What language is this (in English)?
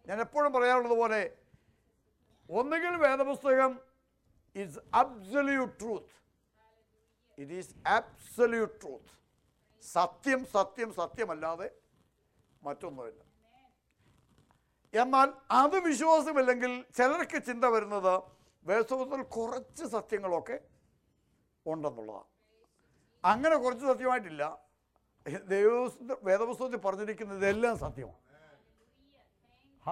Malayalam